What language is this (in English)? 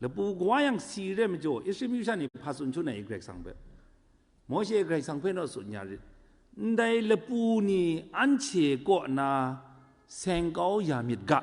Kachin